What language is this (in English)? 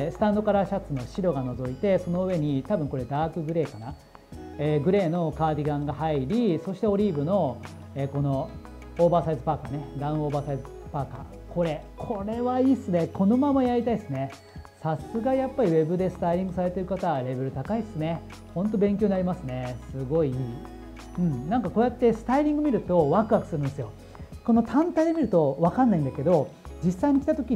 Japanese